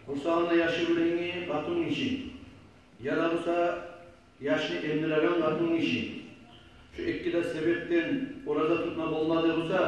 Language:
Kumyk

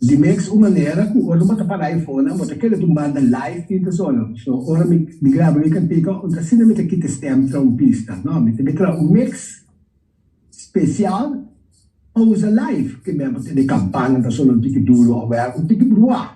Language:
Papiamento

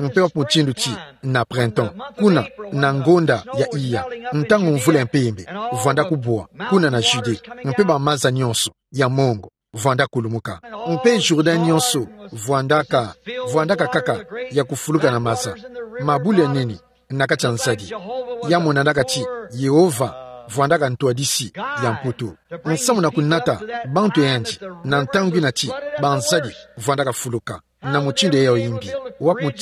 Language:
Kituba (Democratic Republic of Congo)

